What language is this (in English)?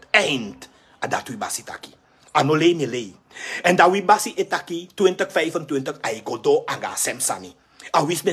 Sranan Tongo